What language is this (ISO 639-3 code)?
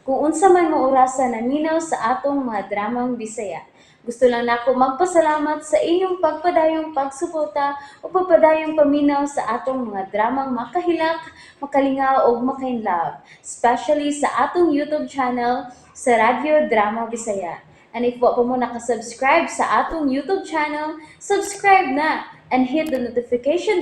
ceb